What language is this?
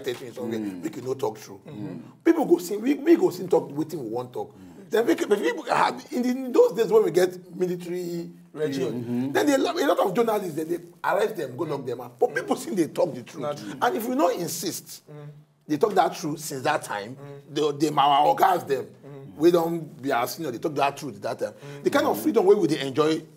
Nigerian Pidgin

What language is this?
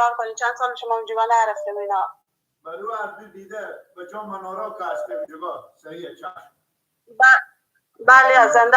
Persian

